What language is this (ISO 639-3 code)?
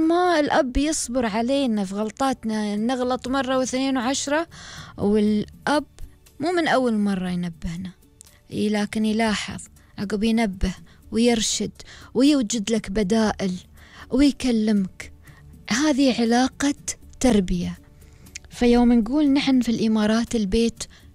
afb